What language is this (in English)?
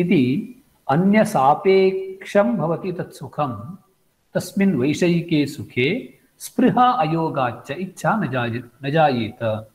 Sanskrit